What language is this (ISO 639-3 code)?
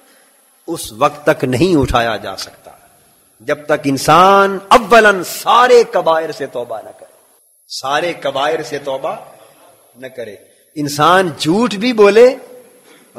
urd